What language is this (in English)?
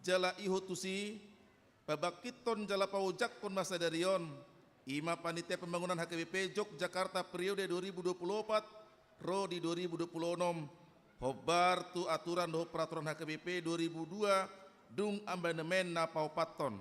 Batak Toba